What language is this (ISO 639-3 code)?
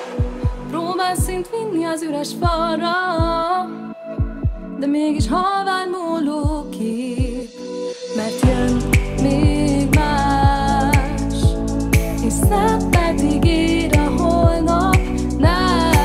hun